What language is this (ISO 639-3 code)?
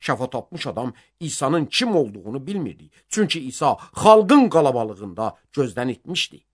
aze